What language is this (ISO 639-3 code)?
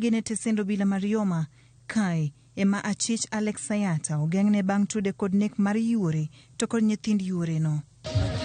luo